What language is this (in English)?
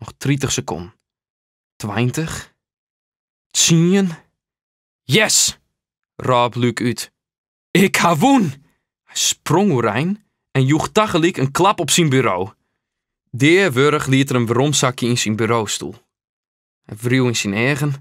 Western Frisian